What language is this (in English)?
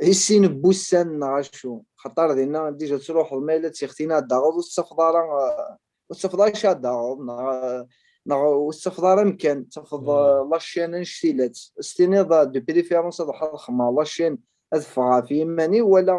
Kabyle